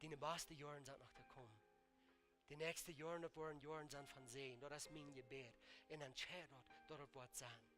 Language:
Plautdietsch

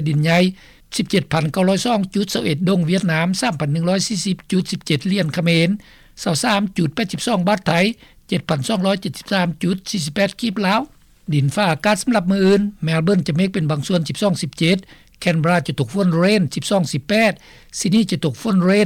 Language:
Lao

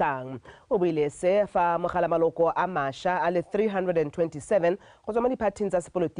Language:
Tswana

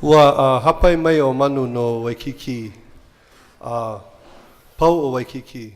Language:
Hawaiian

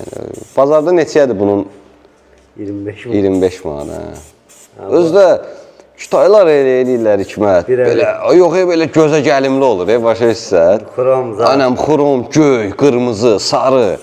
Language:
Azerbaijani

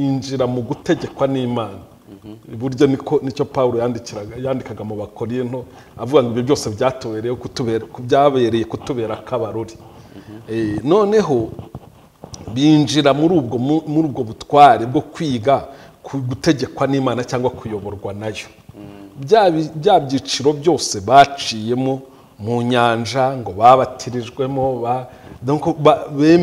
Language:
Kinyarwanda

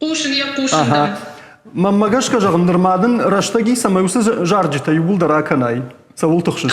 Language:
Ossetic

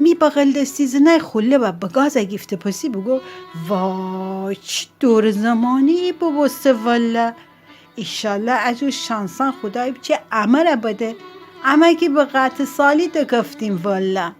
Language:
Gilaki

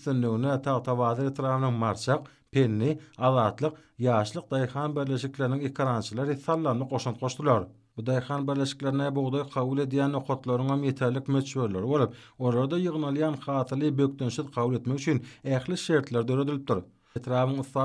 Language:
Turkmen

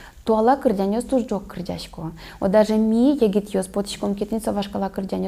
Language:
Udmurt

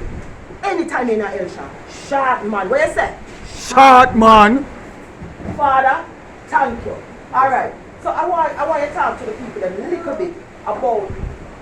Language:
Jamaican Creole English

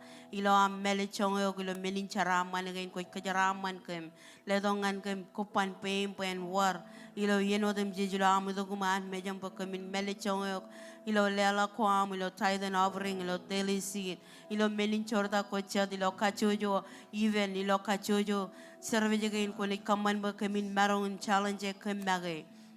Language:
Marshallese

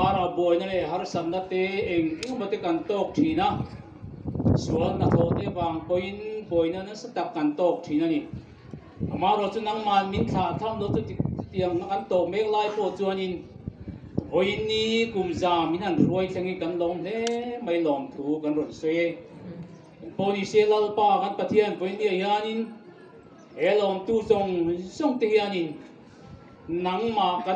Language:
Mizo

